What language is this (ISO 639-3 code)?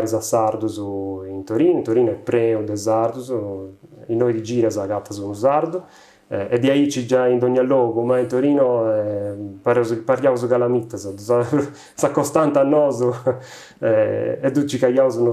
srd